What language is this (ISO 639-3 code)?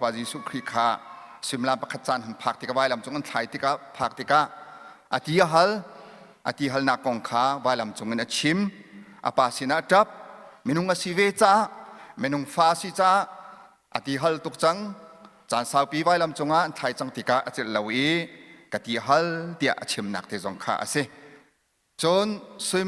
cnh